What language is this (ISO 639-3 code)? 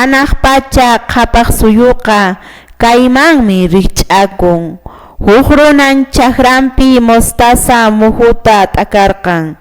que